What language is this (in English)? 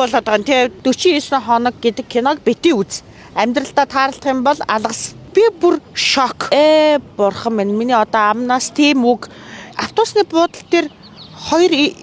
Mongolian